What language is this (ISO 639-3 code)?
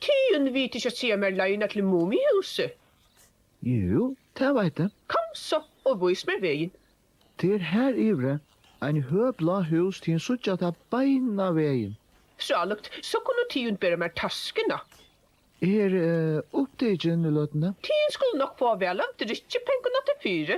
fao